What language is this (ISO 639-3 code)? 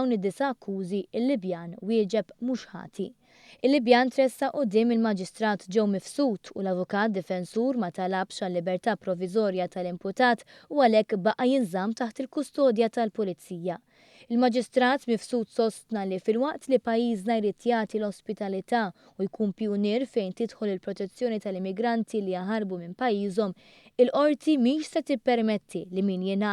mlt